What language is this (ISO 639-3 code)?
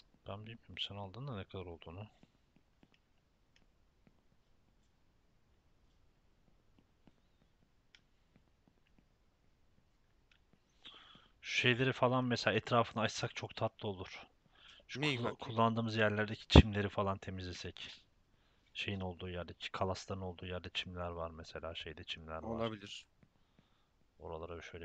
tur